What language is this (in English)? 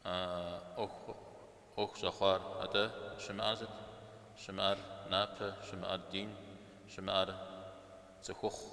Kabardian